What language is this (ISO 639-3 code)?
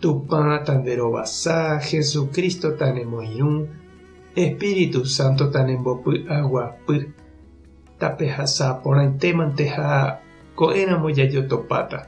grn